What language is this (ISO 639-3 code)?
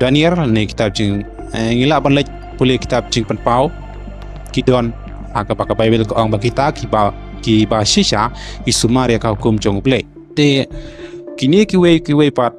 kha